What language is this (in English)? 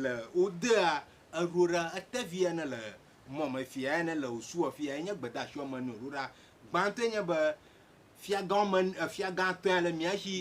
Ewe